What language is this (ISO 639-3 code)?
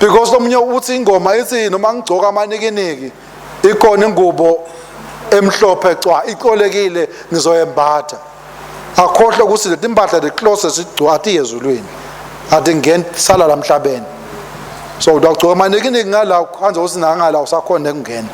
ssw